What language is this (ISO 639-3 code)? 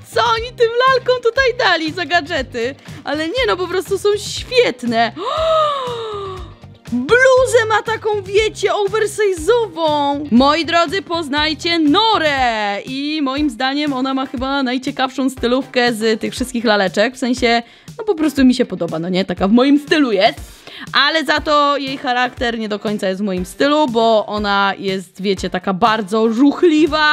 pol